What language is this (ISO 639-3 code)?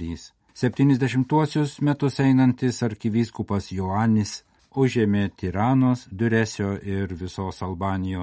lit